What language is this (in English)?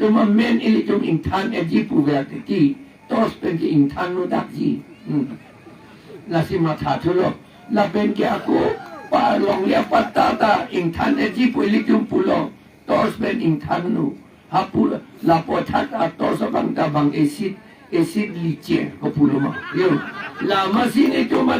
Karbi